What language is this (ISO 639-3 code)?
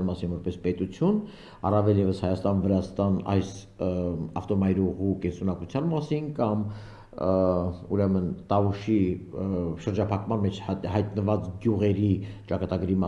hye